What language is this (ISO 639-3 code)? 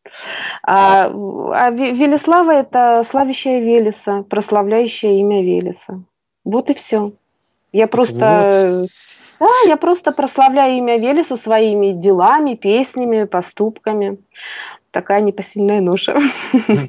rus